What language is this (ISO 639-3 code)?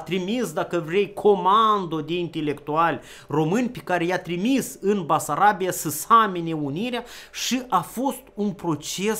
ron